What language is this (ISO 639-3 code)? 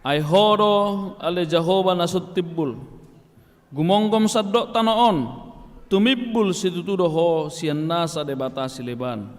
bbc